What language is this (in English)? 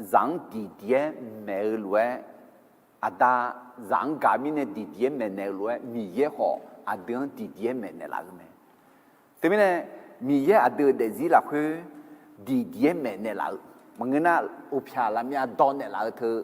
Akha